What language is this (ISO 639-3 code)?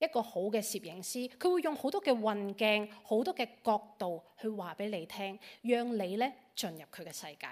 yue